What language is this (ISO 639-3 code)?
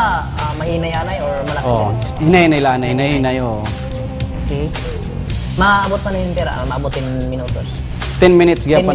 war